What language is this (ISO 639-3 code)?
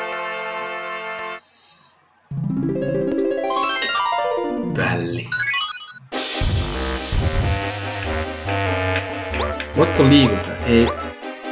fin